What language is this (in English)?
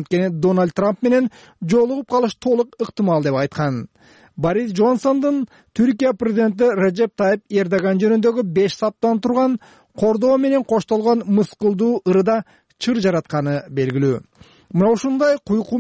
Kyrgyz